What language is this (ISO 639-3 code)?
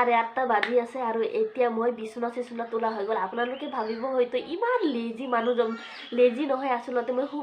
asm